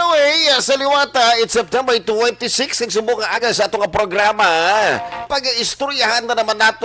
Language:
Hiligaynon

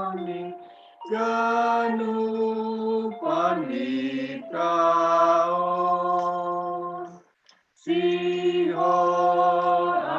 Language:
Batak Simalungun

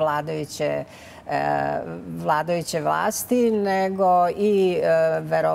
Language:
Serbian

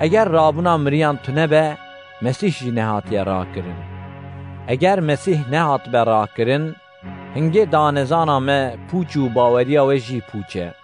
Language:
Kurdish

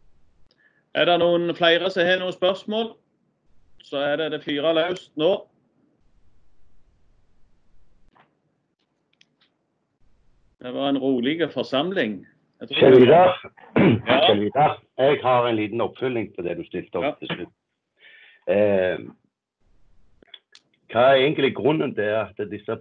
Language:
Norwegian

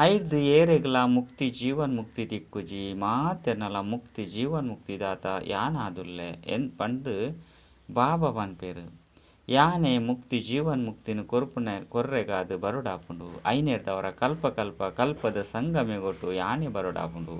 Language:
Tulu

